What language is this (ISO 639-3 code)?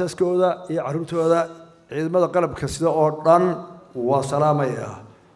som